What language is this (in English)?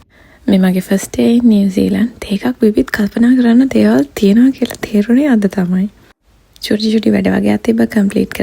Sinhala